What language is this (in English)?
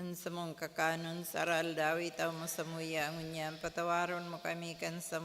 Bikol